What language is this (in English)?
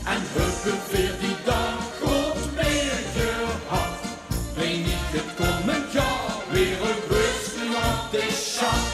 Limburgish